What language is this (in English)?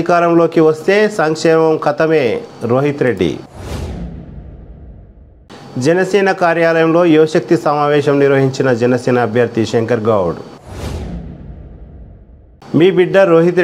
Telugu